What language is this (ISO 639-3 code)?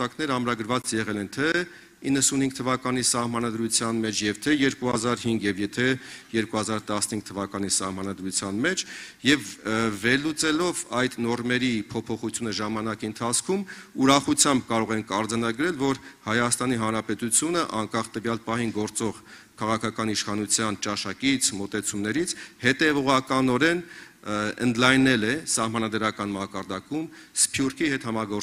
hye